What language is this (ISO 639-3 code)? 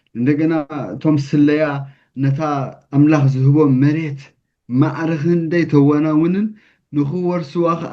tir